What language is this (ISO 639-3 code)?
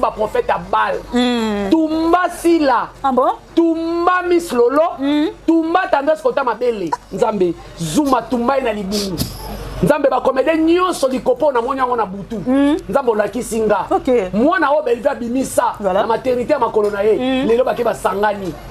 lin